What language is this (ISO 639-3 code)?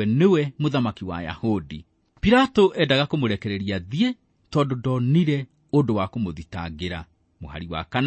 kik